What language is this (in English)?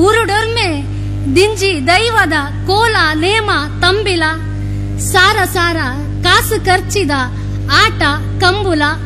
Tulu